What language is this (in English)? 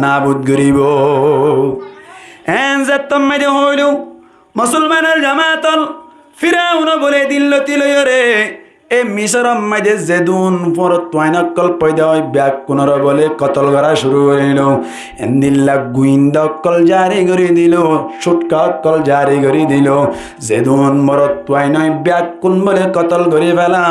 Rohingya